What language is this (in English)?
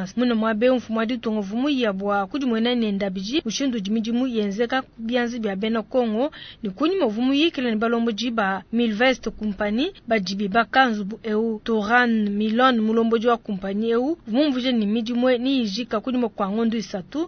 Luba-Lulua